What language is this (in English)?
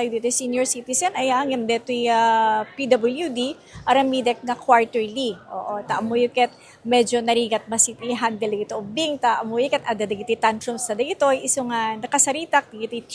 Iloko